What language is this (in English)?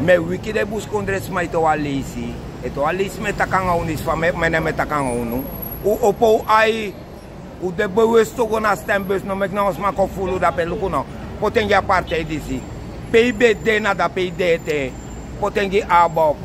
Sranan Tongo